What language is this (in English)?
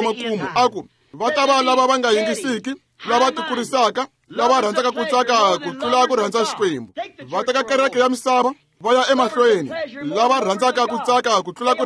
Tsonga